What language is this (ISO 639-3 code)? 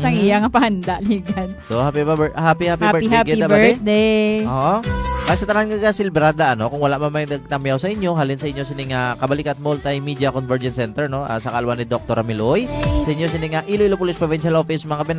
hil